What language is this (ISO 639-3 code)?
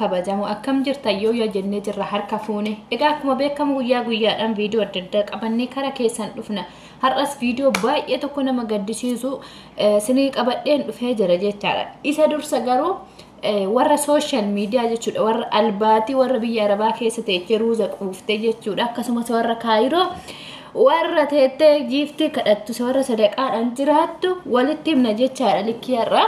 orm